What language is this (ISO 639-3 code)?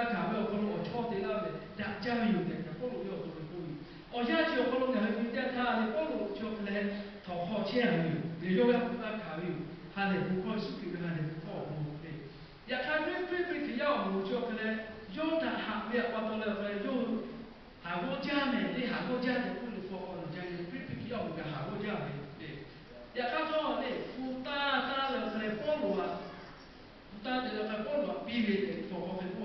lhu